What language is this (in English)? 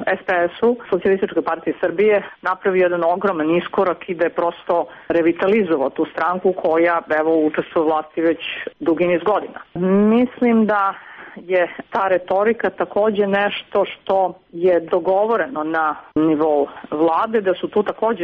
Serbian